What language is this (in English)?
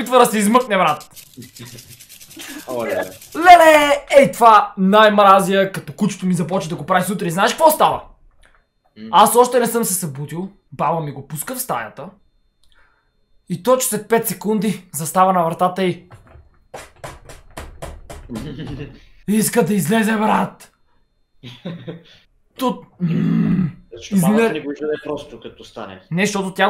Bulgarian